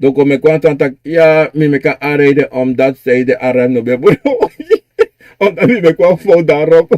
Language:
Sranan Tongo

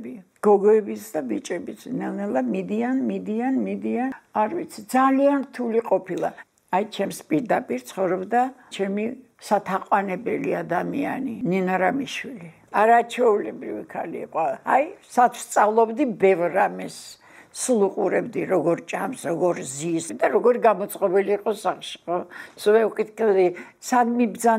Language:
Georgian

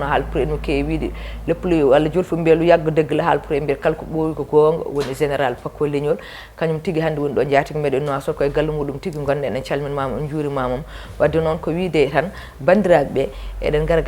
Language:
Fula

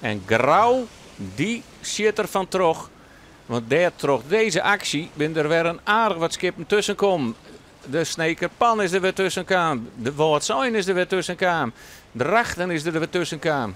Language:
Western Frisian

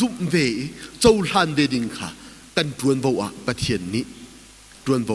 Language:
Hakha Chin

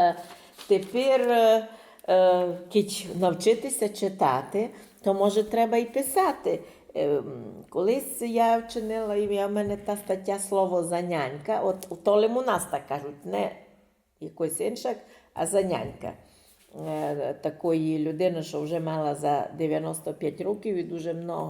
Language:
Rusyn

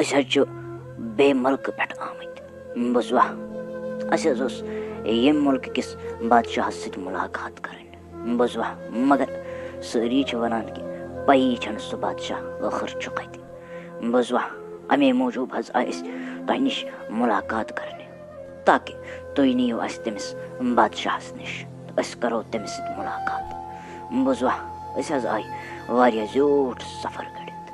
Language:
Kashmiri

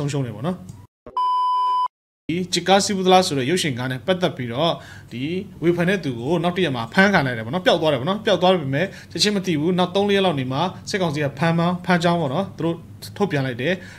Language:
Burmese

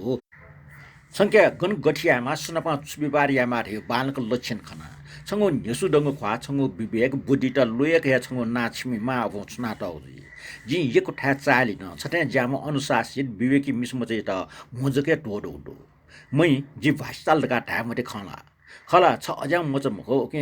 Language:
Newari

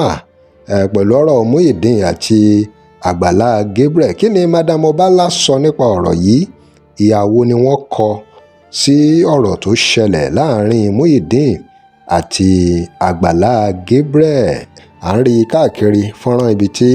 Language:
Yoruba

